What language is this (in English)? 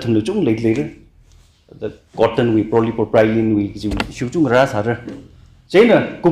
Tangkhul Naga (India)